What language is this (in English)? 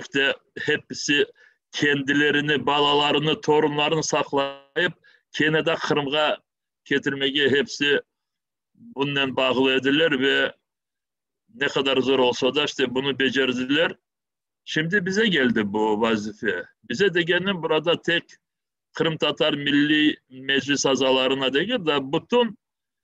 Crimean Tatar